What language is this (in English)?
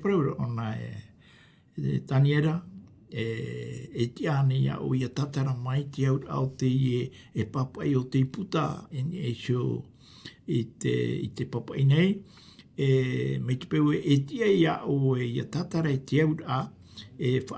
Tahitian